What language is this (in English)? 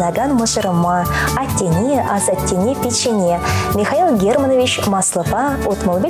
Chuvash